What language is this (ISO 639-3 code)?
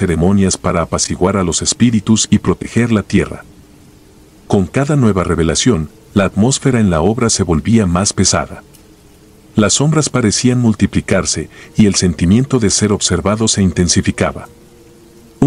spa